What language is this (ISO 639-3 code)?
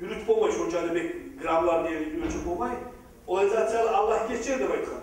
kum